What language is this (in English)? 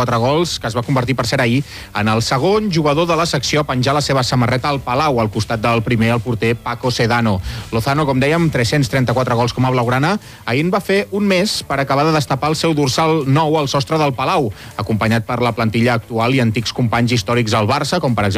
Catalan